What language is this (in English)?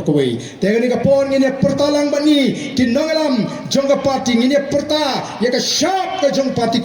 Khasi